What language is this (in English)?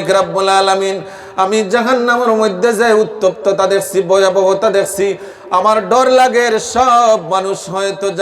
Sylheti